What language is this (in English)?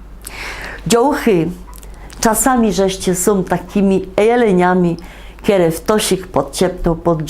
Silesian